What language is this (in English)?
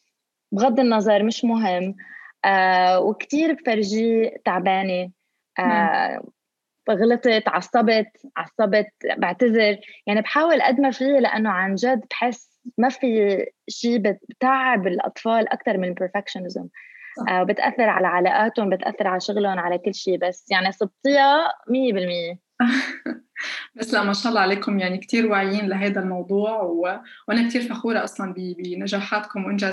North Levantine Arabic